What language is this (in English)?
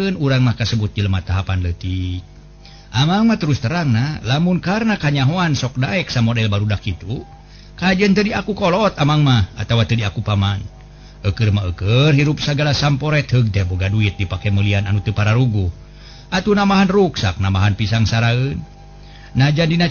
Sundanese